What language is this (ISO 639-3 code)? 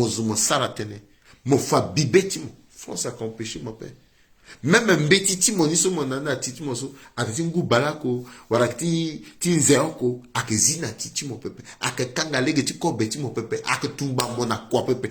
sag